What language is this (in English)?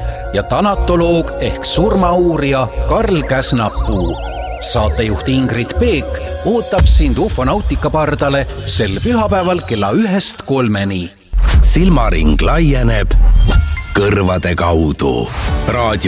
Estonian